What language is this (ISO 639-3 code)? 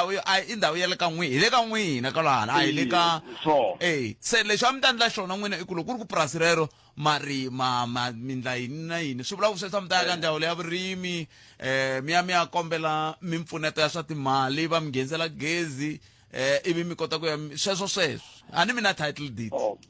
tso